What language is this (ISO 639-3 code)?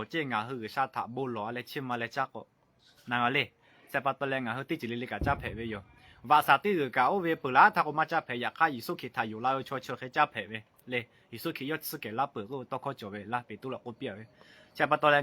lhu